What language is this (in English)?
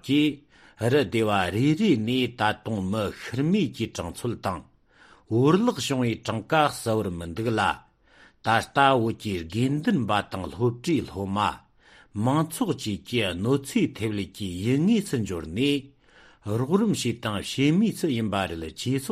Tibetan